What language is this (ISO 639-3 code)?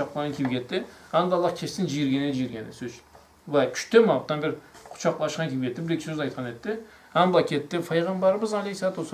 krc